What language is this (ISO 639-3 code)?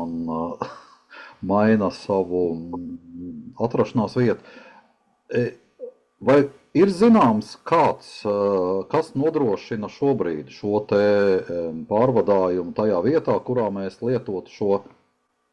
lav